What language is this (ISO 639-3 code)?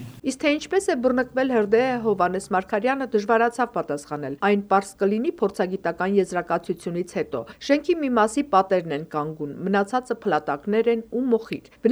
hye